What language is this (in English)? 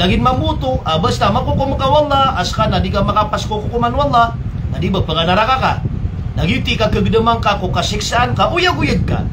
Maranao